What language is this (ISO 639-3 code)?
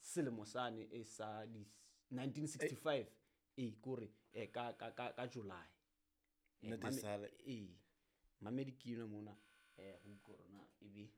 sot